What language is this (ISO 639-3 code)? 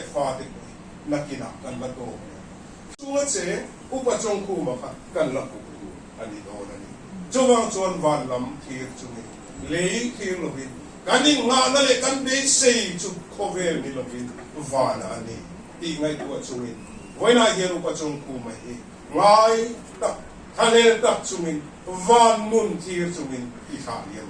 lus